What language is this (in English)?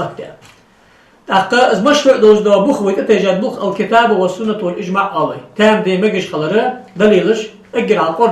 Ingush